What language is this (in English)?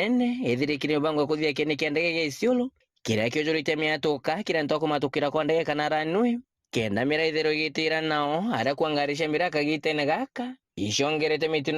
Meru